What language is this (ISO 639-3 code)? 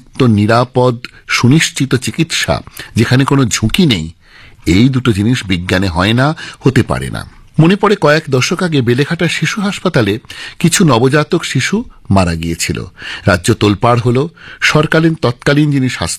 ben